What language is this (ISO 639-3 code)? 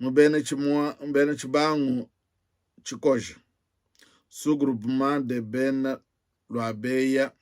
lua